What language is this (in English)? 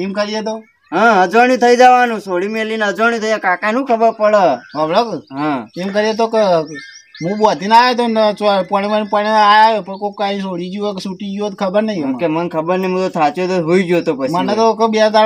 Gujarati